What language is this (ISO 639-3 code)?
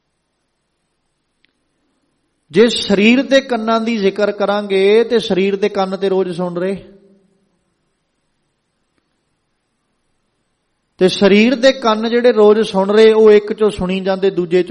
pan